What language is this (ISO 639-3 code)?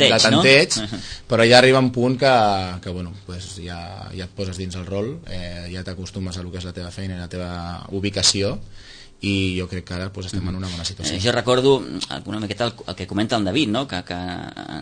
cat